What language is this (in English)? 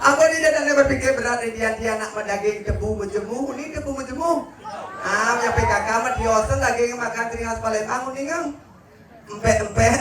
Balinese